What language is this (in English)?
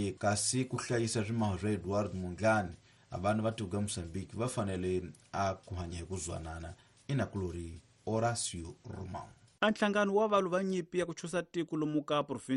Tsonga